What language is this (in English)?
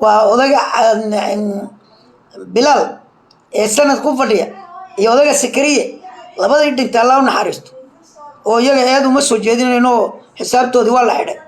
Somali